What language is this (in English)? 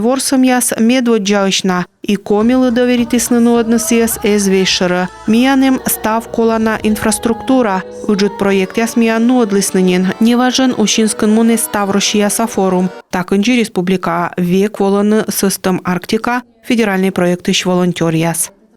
Komi